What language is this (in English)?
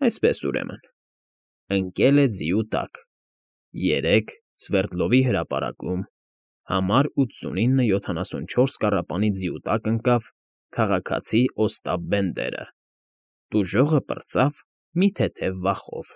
Armenian